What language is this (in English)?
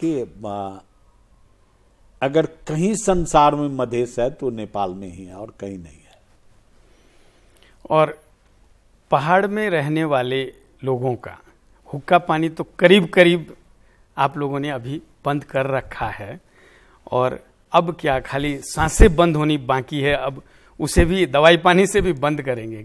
Hindi